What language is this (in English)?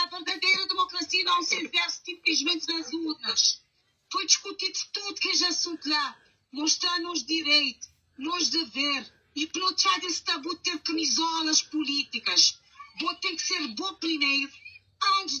Kabuverdianu